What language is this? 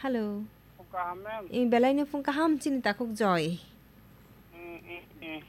Kok Borok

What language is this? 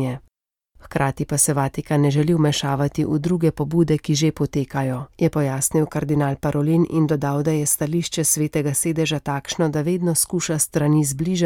Slovenian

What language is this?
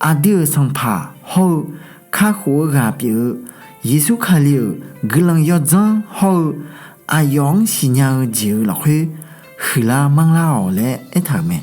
Akha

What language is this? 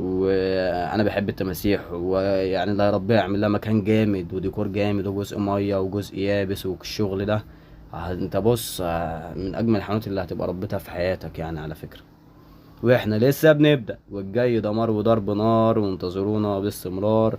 Egyptian Arabic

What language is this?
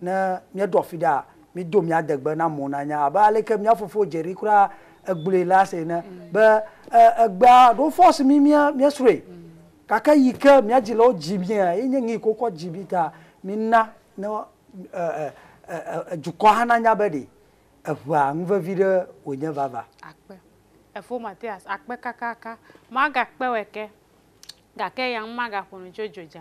Ewe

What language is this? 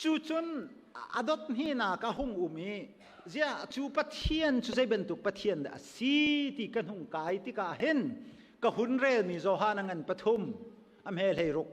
Hakha Chin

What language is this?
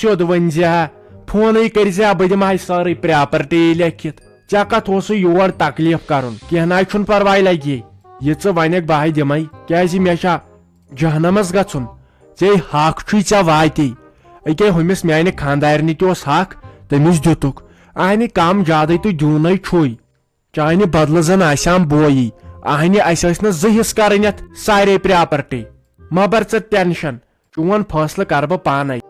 Kashmiri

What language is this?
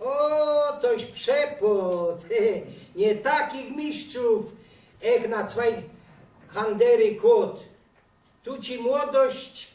Silesian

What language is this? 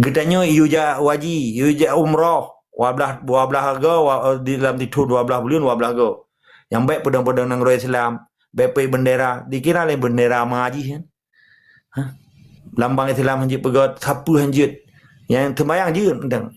Achinese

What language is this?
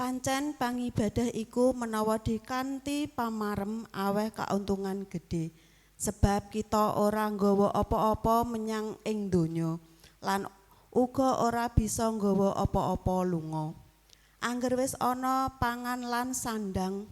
Javanese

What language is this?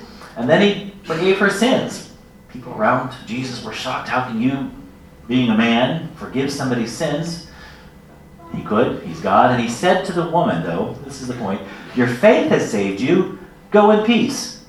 English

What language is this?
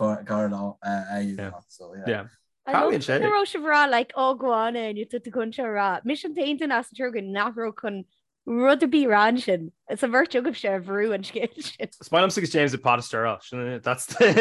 Irish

